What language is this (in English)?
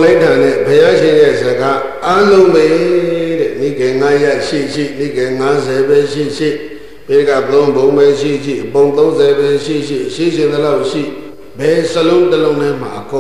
Burmese